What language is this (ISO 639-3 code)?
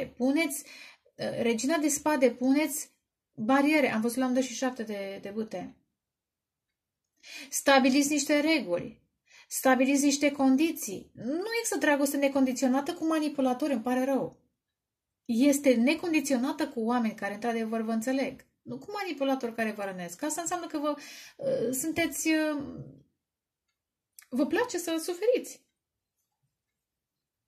ron